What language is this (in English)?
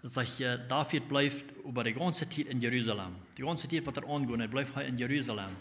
Plautdietsch